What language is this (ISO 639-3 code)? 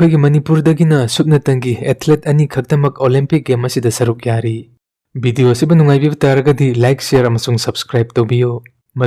mni